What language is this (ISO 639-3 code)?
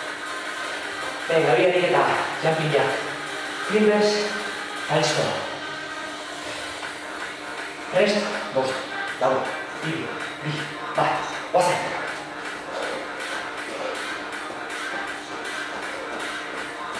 eus